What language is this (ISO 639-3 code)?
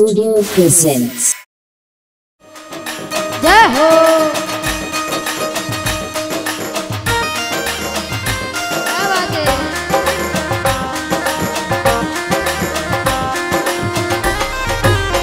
hin